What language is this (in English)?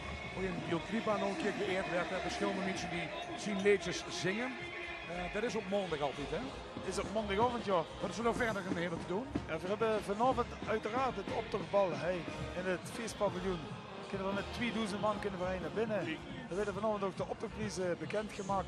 Limburgish